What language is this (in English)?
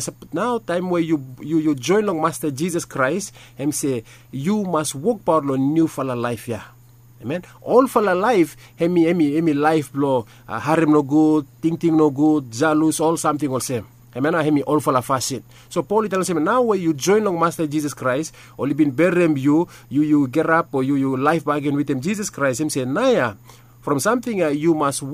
Bislama